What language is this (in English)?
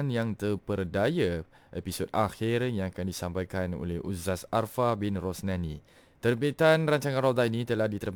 Malay